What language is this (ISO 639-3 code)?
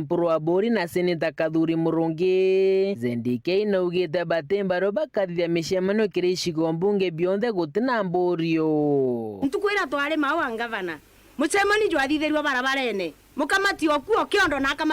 mer